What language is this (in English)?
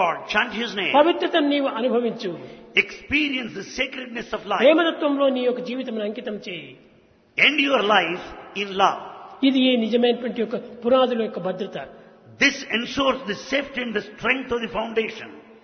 Telugu